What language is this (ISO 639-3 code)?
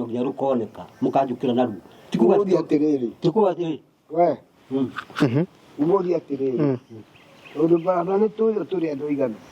kik